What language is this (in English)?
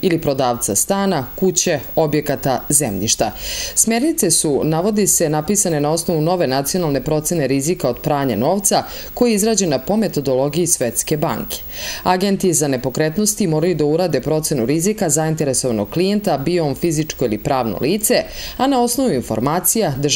Serbian